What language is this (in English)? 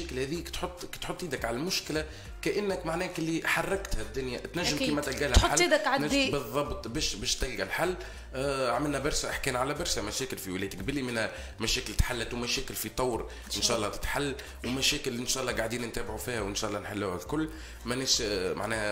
Tunisian Arabic